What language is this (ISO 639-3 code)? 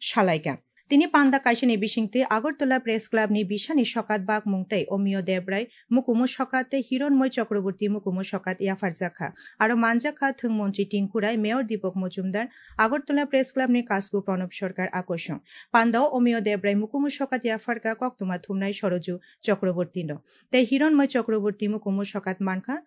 trp